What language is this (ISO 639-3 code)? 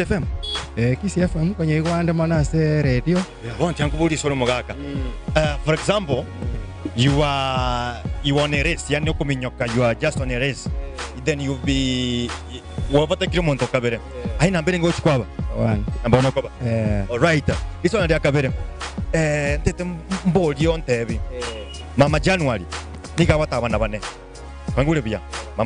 guz